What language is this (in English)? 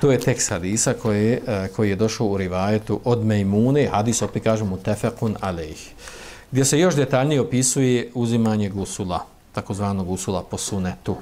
Bosnian